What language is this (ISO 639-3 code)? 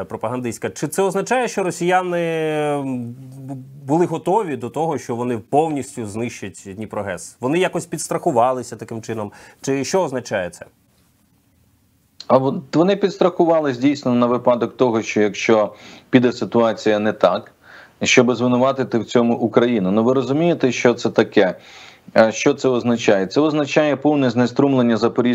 ukr